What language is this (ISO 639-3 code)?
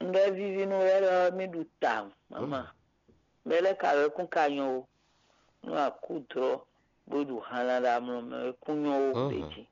fon